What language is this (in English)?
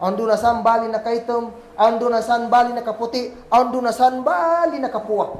Kagan Kalagan